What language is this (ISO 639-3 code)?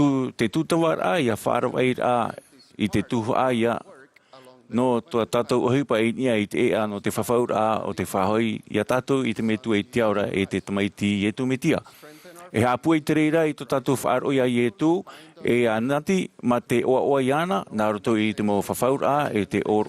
tah